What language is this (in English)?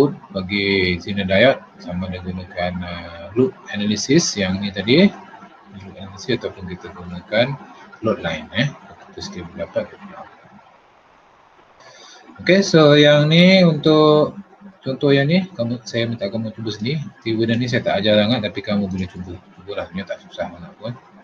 Malay